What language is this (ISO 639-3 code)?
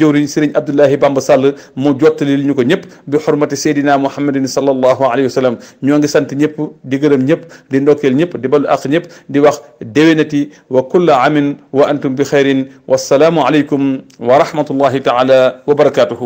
wol